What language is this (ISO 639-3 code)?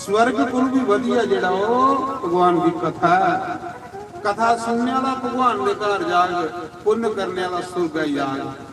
doi